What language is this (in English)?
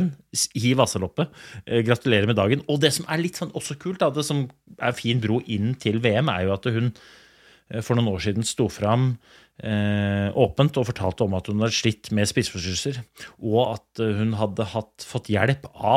Norwegian